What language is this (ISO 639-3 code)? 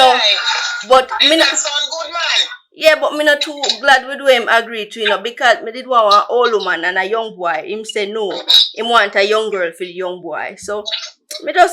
jam